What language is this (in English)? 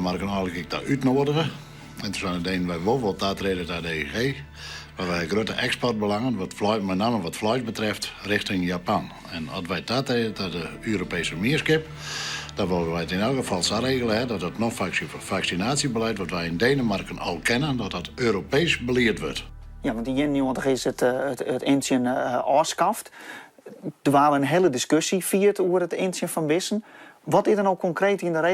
Western Frisian